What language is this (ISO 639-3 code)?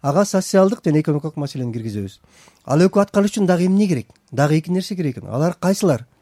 kir